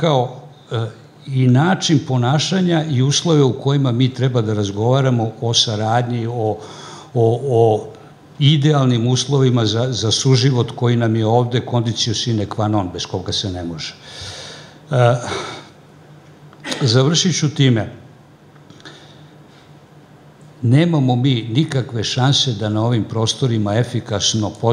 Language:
Croatian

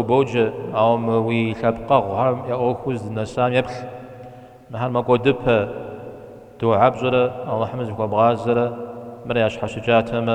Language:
Kabardian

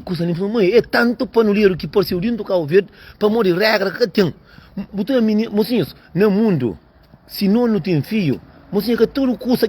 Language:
Kabuverdianu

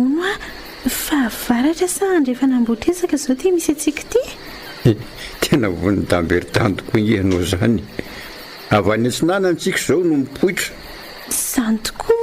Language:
Malagasy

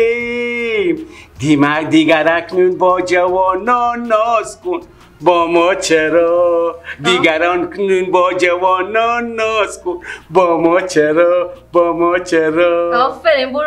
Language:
Persian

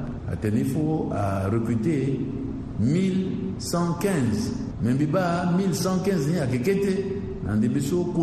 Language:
Sango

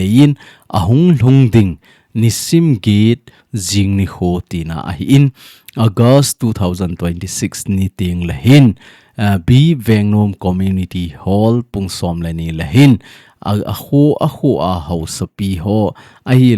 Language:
Thado Chin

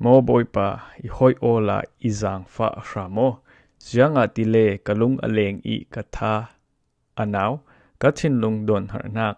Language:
Falam Chin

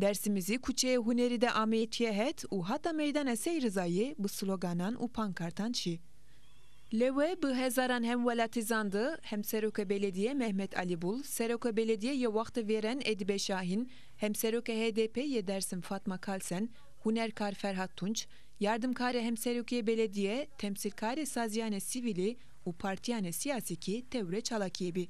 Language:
Zaza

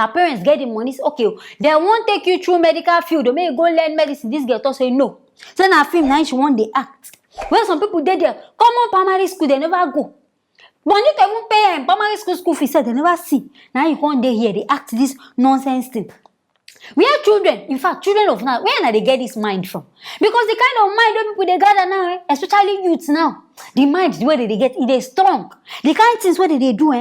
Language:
Nigerian Pidgin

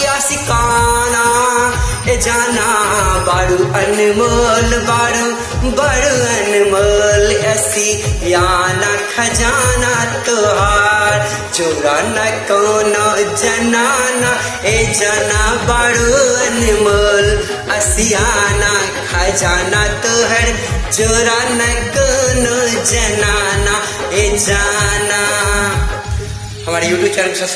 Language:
Bhojpuri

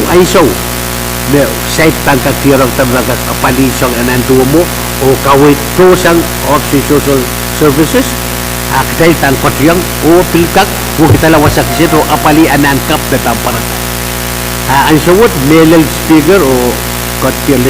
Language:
Pohnpeian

